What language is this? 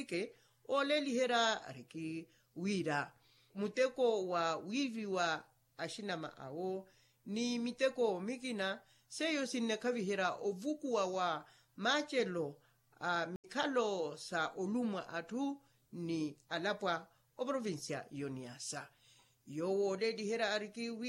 Makhuwa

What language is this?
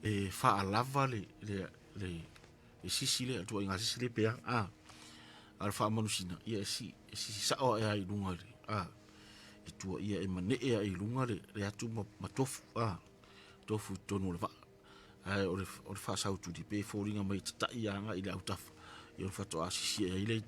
Samoan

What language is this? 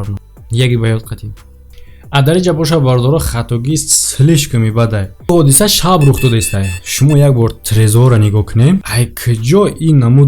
Tajik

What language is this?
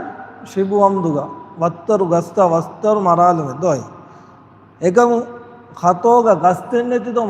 Divehi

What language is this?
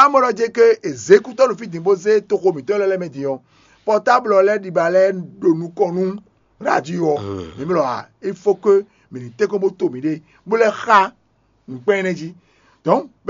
Fon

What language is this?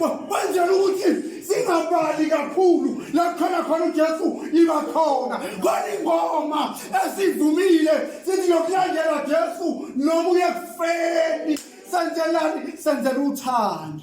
Zulu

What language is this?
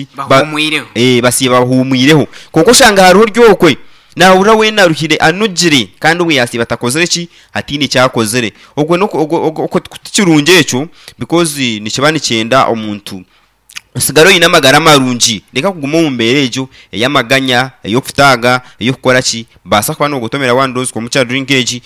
Nyankole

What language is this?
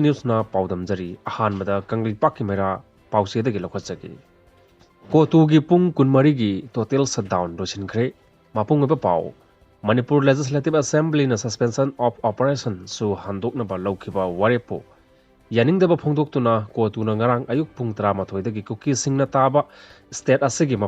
Manipuri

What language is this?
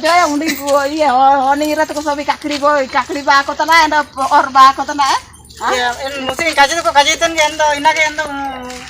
Ho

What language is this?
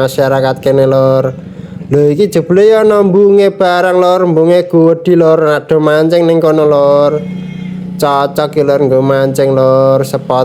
Javanese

